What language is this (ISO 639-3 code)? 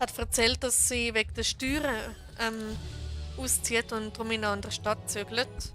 gsw